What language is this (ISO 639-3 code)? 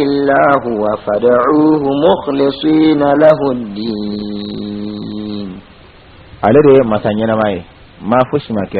bam